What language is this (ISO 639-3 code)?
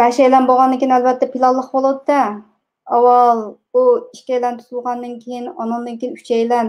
uig